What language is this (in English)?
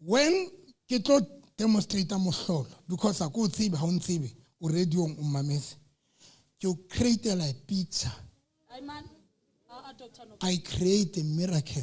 Southern Sotho